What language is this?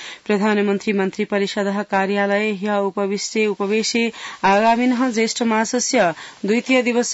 Sanskrit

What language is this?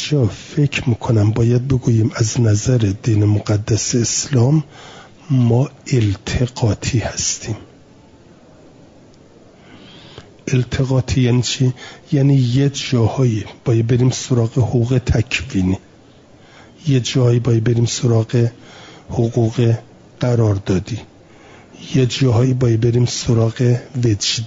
Persian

